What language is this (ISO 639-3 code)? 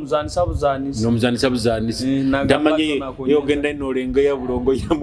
nyo